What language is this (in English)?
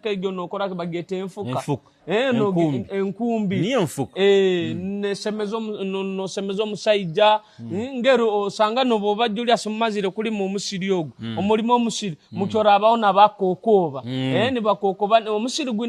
Nyoro